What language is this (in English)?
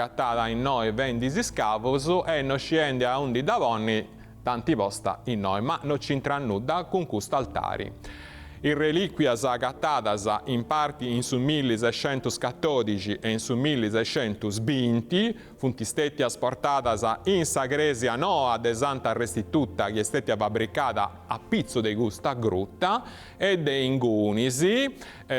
Sardinian